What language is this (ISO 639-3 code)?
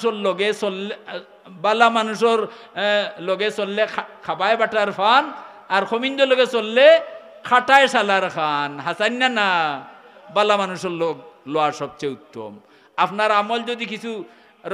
syl